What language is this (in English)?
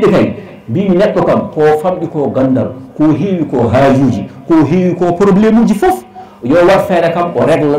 Fula